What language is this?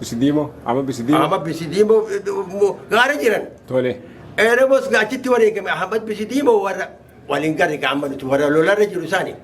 Oromo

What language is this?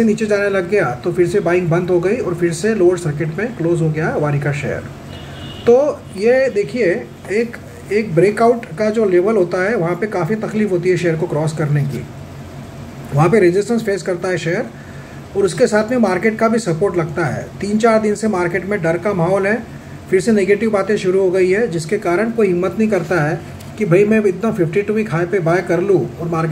Hindi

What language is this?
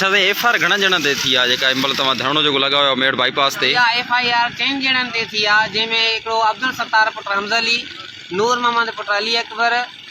Sindhi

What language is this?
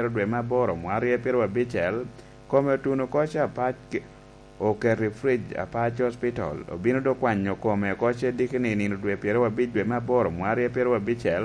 Lango (Uganda)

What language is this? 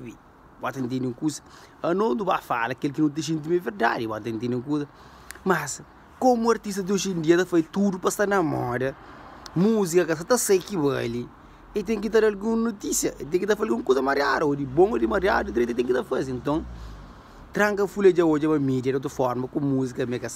Kabuverdianu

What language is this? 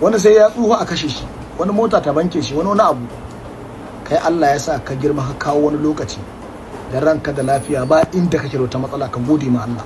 Hausa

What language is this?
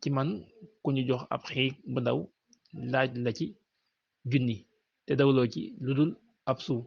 Wolof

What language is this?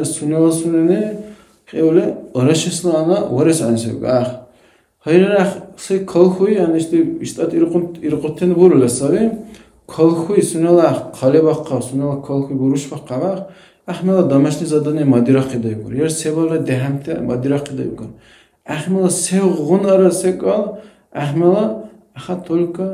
Dargwa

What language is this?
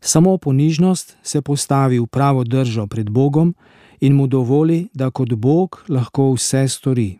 Slovenian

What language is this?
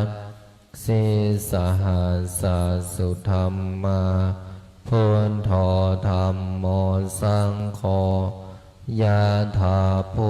Pali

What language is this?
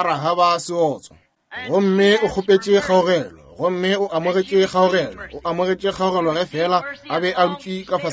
Northern Sotho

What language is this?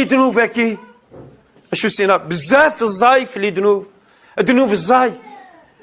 Kabyle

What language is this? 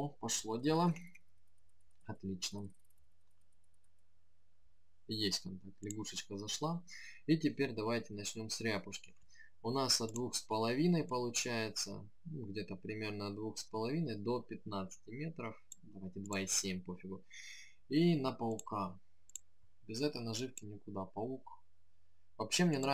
Russian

